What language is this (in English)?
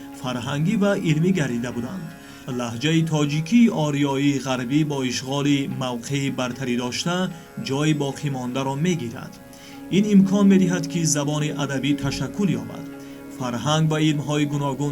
Tajik